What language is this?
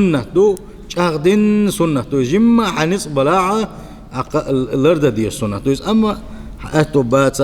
Chechen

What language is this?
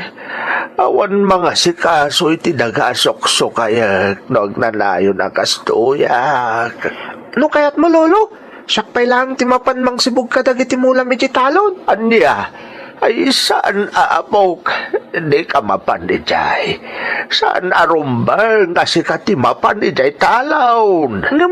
Iloko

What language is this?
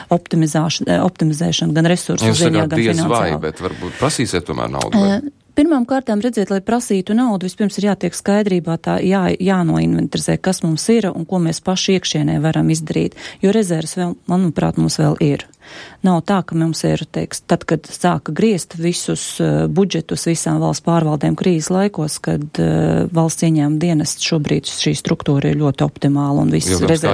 Latvian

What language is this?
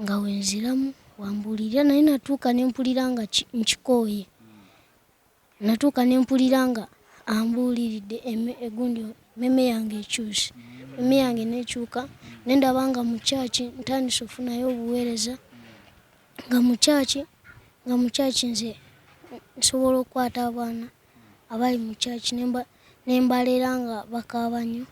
Ganda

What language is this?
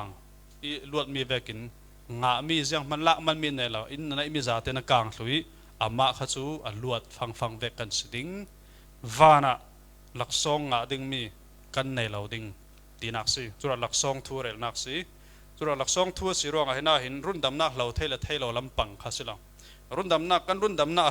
Falam Chin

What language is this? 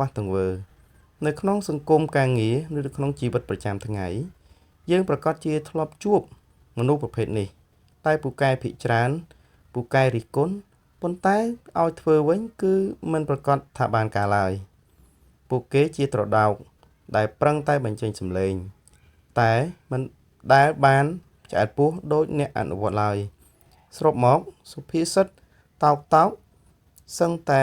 Khmer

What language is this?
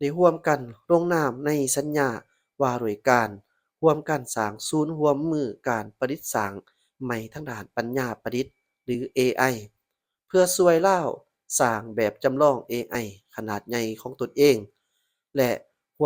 Lao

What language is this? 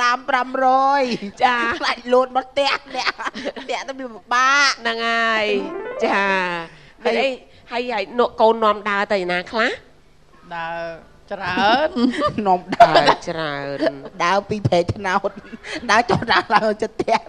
Khmer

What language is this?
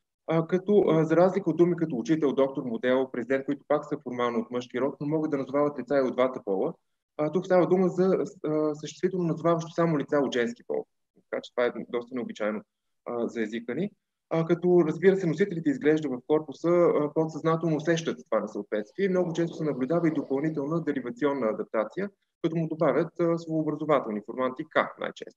Bulgarian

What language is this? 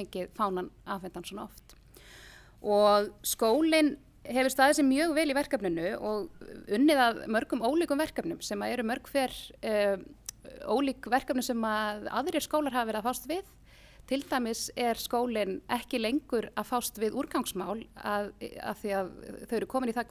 Icelandic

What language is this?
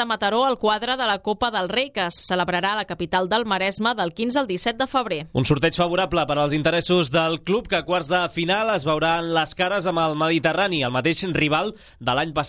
Catalan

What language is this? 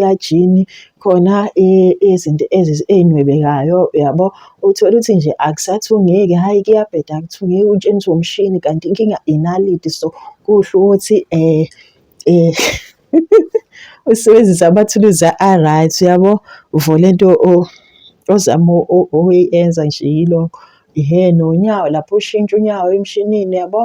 Zulu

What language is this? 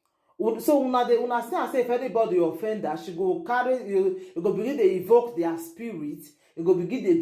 Nigerian Pidgin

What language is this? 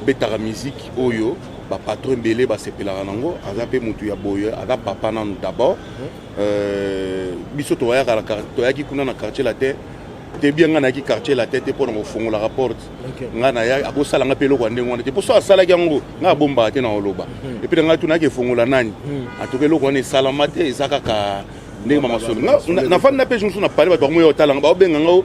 Lingala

